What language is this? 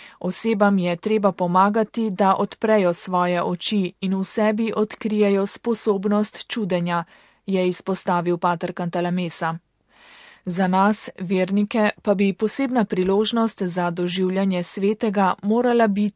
Slovenian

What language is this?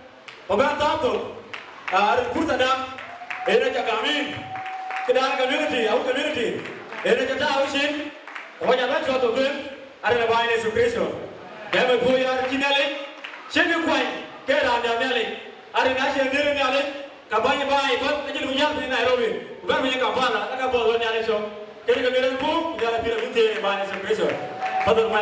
Dinka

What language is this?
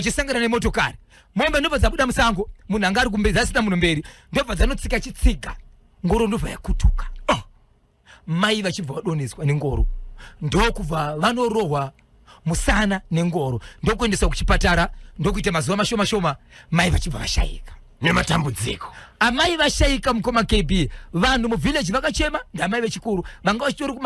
Shona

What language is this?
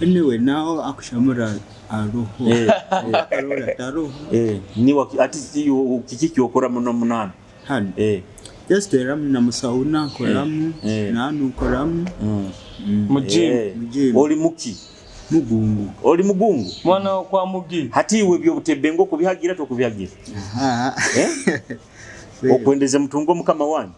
Nyoro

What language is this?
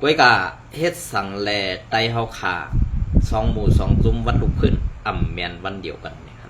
Shan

